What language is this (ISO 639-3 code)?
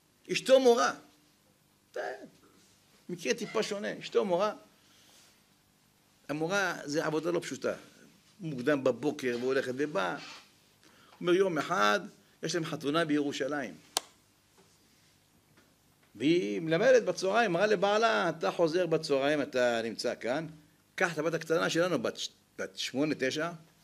heb